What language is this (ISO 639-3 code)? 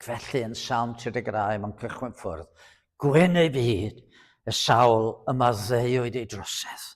cym